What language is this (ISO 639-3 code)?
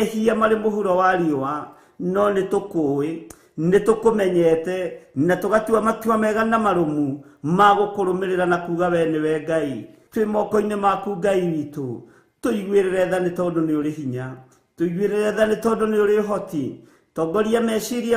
kik